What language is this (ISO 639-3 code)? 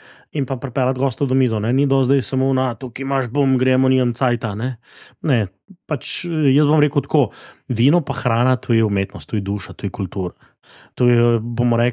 slv